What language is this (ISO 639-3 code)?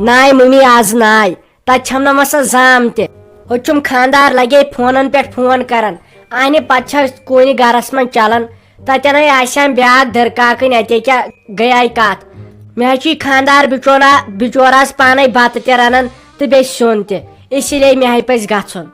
kas